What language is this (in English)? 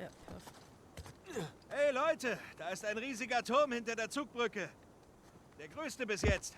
Swiss German